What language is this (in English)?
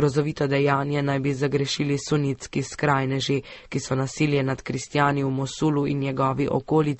Slovenian